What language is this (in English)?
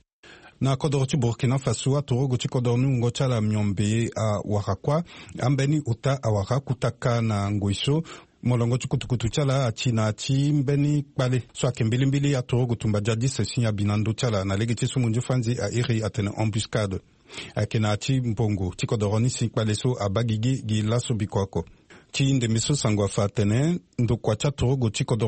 Sango